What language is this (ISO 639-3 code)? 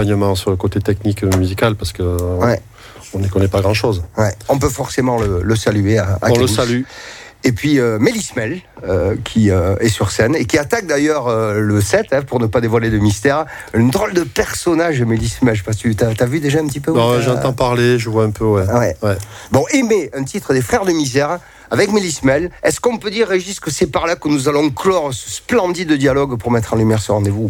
fra